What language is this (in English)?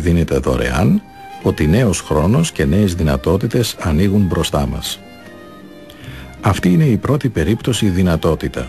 Greek